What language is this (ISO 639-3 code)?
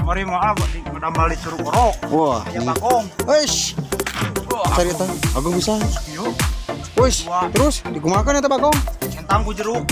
sun